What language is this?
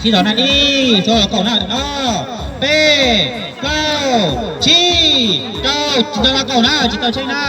Hmong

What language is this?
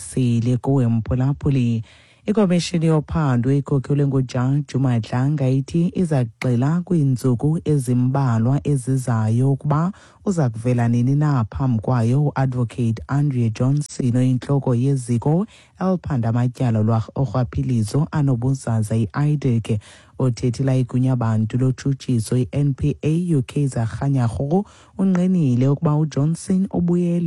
Xhosa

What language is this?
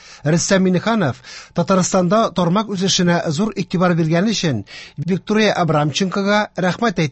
Tatar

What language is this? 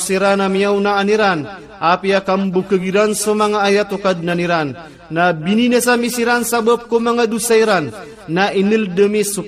Maranao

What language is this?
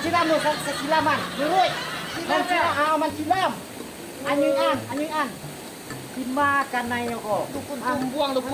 Minangkabau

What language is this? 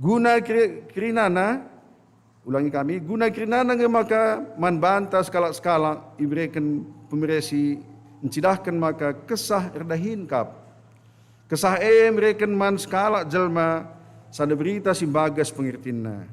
Batak Karo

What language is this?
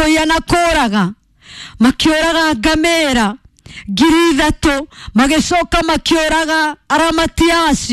Kikuyu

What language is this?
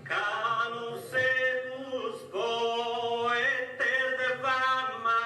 Sardinian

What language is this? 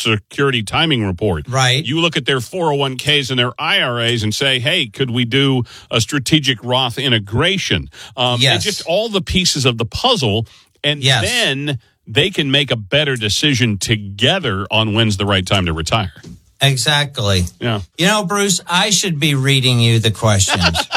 English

